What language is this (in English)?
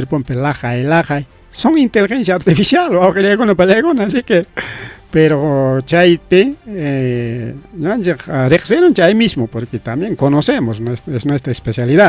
Ayacucho Quechua